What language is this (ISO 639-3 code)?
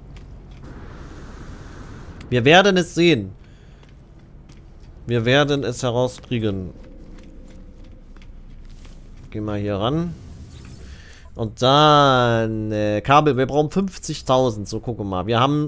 deu